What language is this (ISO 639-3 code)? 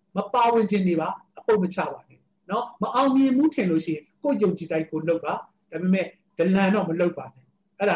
mya